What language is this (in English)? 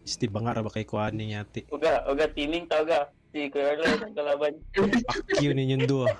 Cebuano